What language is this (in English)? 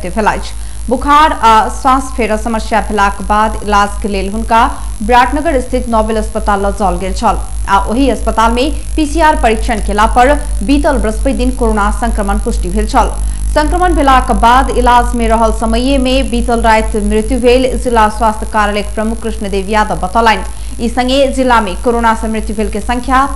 Maithili